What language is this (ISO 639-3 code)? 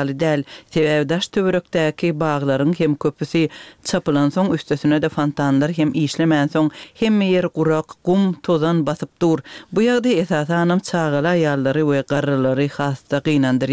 tuk